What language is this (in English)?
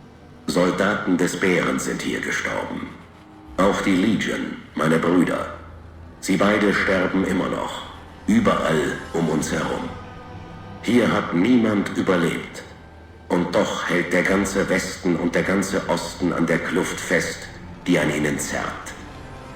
Bavarian